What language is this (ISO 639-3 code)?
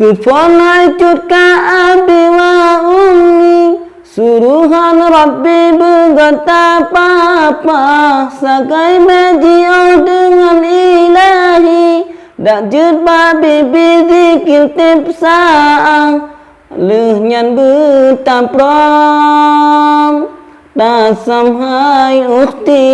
ace